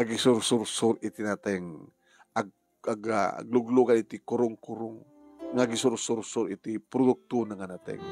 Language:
Iloko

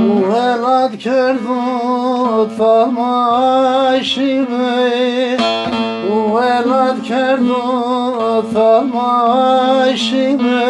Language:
Zaza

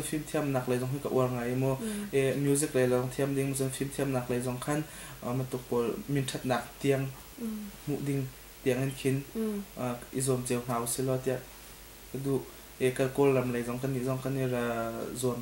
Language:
Hakha Chin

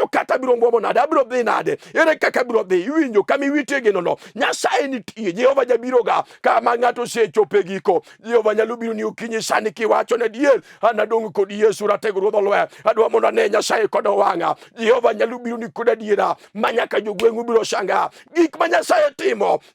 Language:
Luo (Kenya and Tanzania)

